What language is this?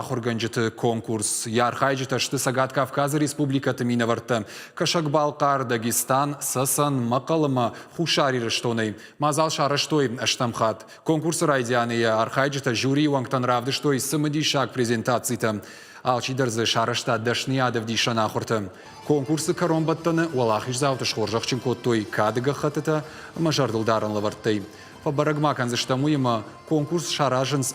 Ossetic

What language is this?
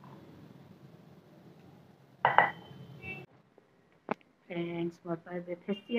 Odia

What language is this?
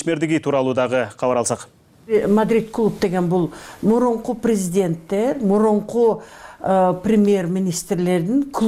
Kyrgyz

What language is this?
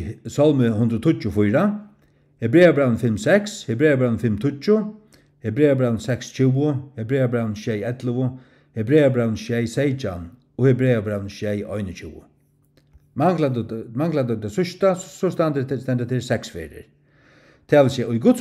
Faroese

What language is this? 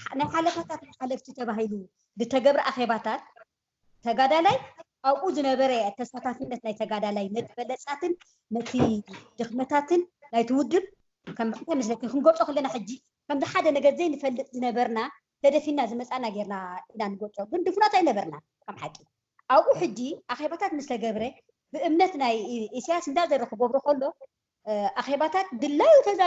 Tigrinya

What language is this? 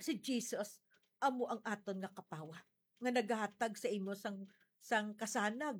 Hiligaynon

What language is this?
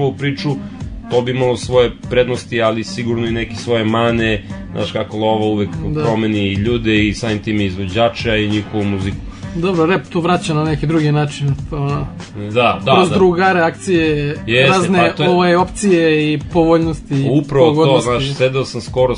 Serbian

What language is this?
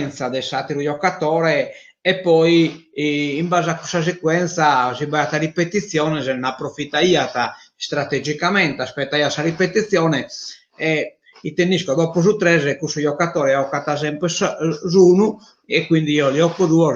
Sardinian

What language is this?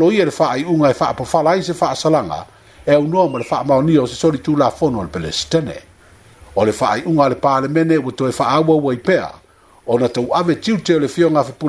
Samoan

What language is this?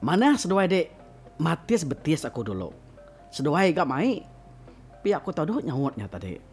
Iban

